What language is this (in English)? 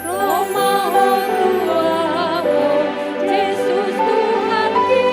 Batak Toba